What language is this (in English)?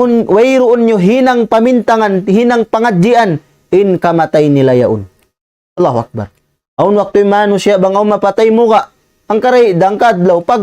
Tausug